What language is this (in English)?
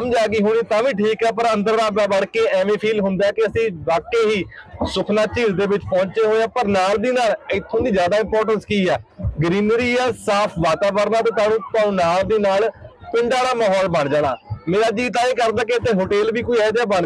Punjabi